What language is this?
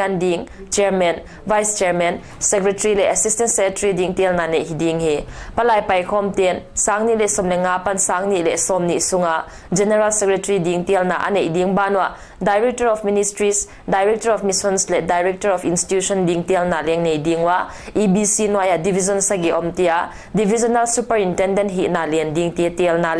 Paite Chin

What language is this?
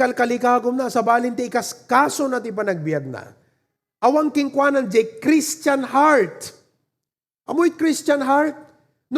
Iloko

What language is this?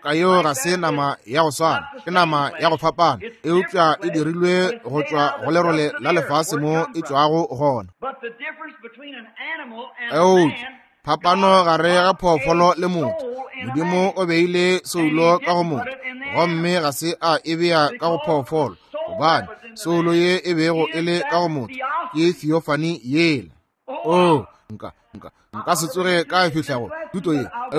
Northern Sotho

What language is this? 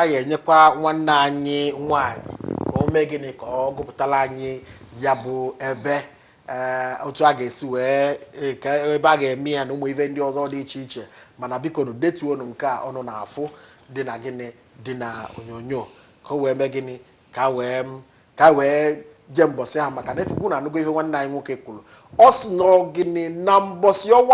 Igbo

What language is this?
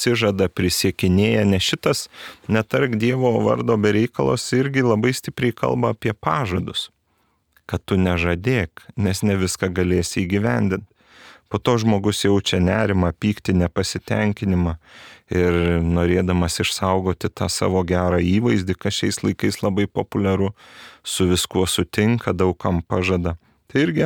Lithuanian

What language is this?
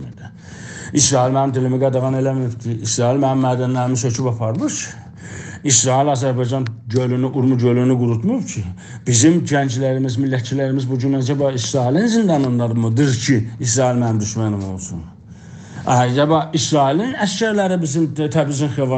South Azerbaijani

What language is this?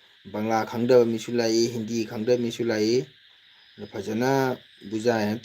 Manipuri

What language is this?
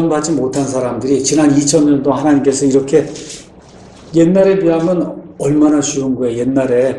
Korean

